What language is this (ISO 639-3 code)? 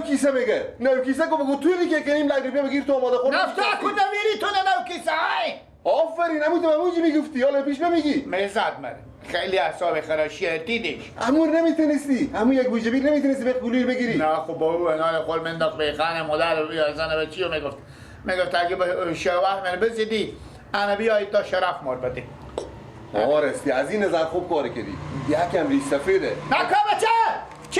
fas